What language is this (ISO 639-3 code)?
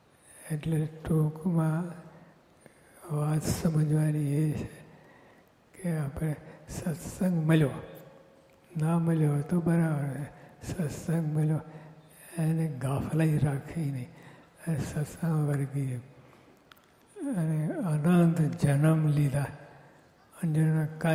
guj